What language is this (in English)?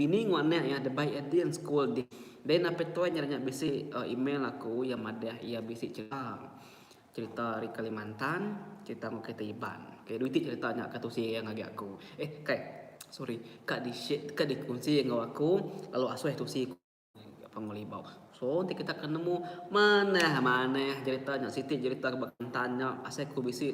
Iban